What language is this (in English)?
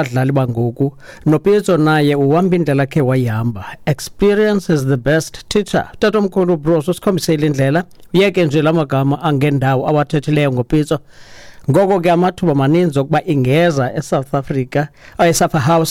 Xhosa